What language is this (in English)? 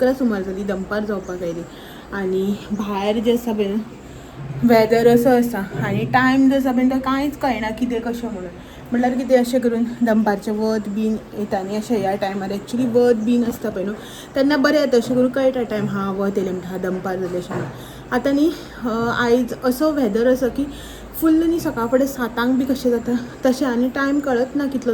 Konkani